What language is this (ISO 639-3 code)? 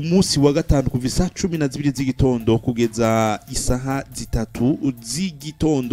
run